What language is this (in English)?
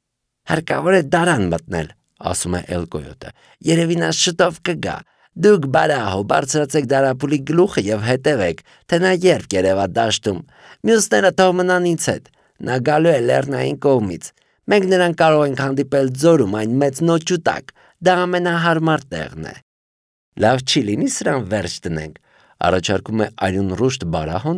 Armenian